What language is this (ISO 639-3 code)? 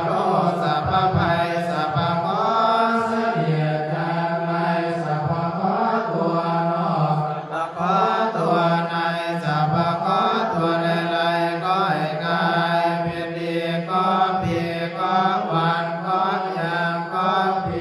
pli